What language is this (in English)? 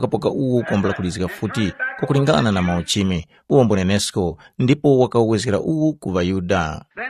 Tumbuka